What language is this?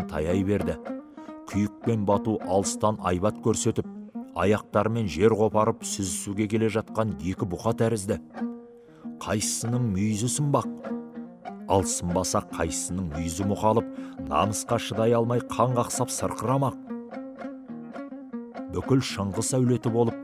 Kazakh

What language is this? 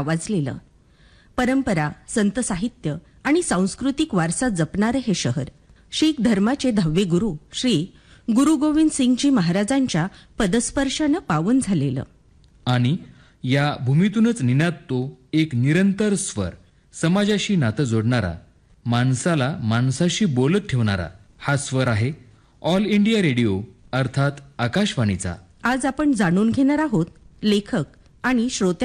Marathi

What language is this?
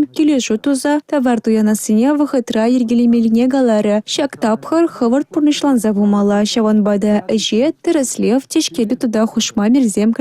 Chuvash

